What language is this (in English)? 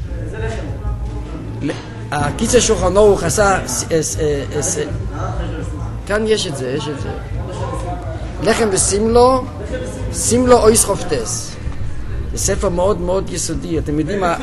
Hebrew